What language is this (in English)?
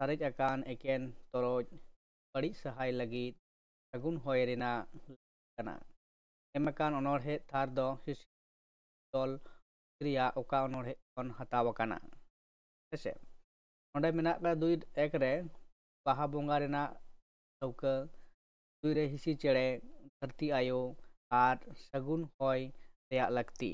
Santali